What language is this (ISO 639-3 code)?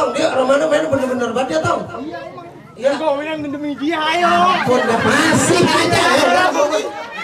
bew